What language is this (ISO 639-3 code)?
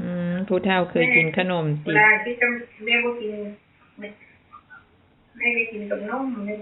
tts